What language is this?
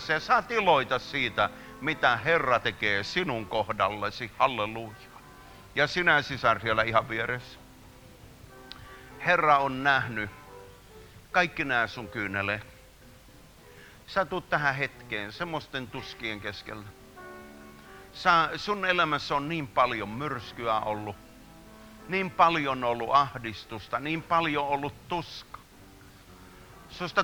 Finnish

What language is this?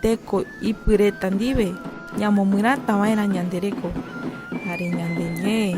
Guarani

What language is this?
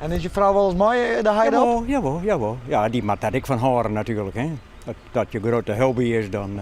Western Frisian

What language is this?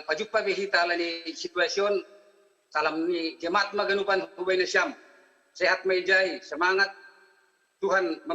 Batak Simalungun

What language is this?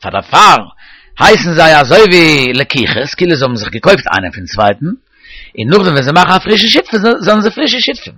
Yiddish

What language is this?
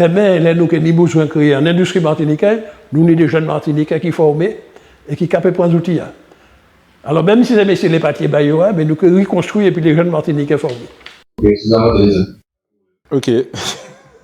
Guadeloupean Creole French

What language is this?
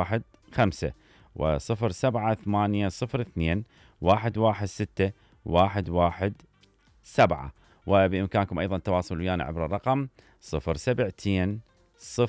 Mesopotamian Arabic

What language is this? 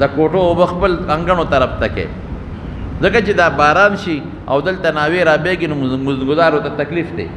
Pashto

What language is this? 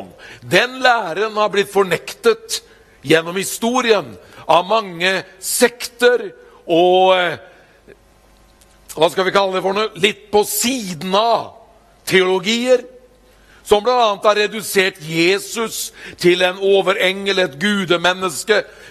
Norwegian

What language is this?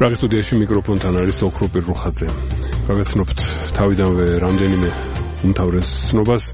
Georgian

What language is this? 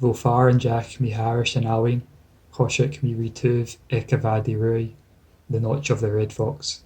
Scottish Gaelic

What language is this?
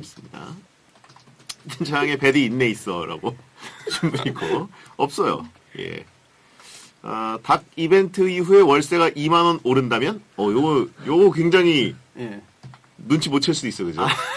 Korean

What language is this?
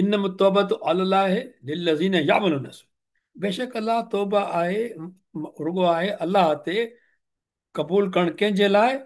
Sindhi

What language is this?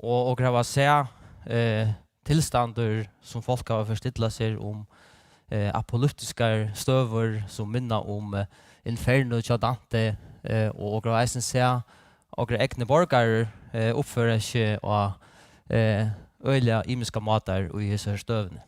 Faroese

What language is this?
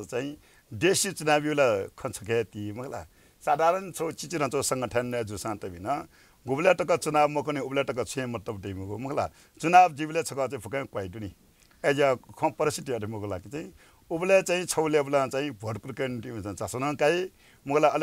Newari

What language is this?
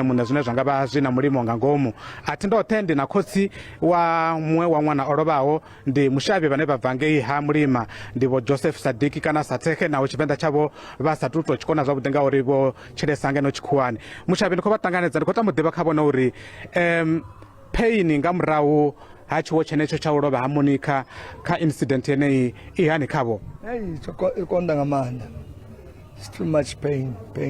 Venda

